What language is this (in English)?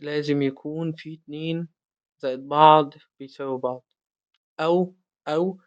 Egyptian Arabic